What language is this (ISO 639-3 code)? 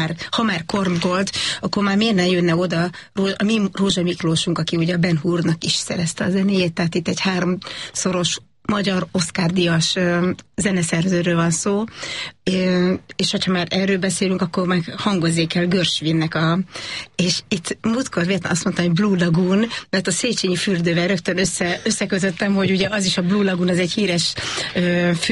hun